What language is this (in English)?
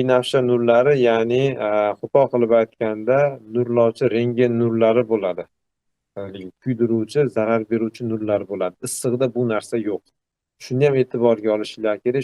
Uzbek